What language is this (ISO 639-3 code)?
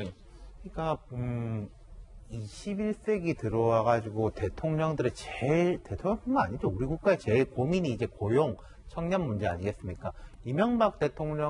kor